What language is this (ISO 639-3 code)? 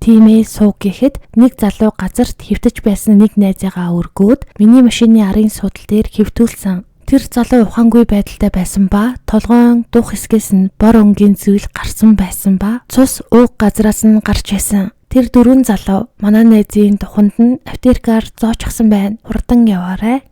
mon